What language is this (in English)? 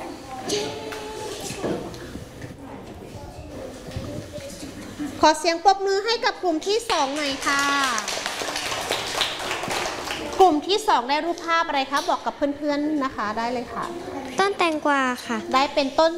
Thai